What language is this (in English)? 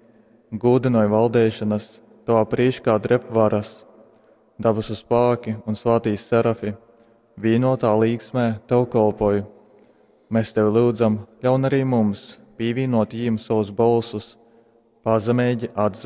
Latgalian